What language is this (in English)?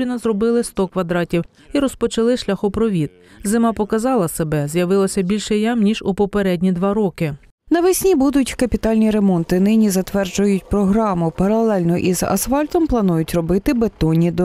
Ukrainian